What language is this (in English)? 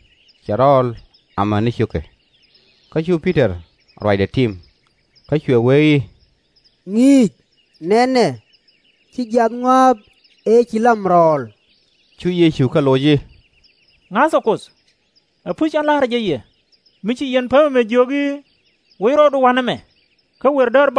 Nuer